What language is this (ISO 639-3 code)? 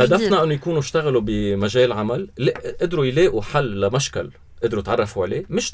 apc